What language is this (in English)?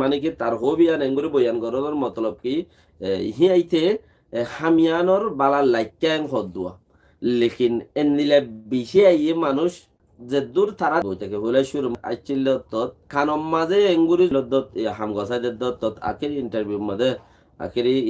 Rohingya